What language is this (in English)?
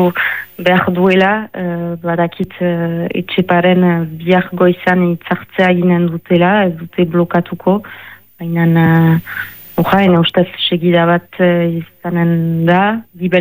Basque